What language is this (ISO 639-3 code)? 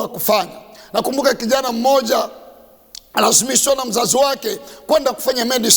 swa